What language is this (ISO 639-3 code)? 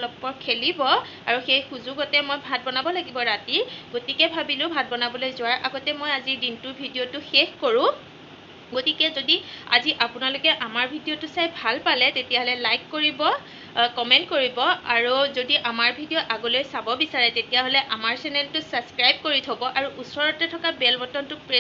asm